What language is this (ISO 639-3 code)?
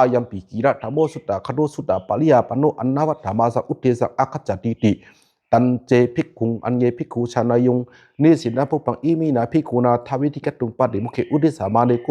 pli